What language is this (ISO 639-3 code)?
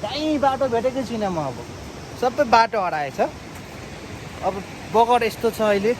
nep